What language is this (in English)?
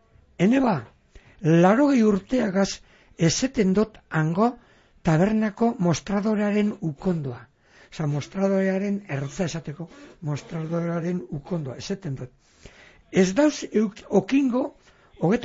Basque